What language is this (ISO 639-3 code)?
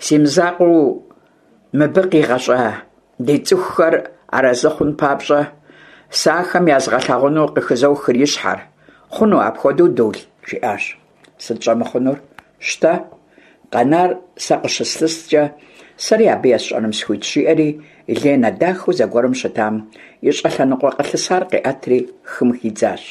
kbd